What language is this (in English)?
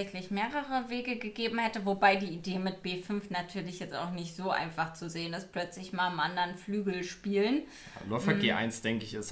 German